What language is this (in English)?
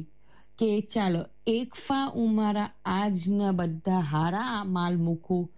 Gujarati